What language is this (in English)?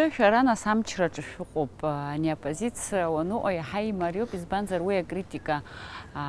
Abkhazian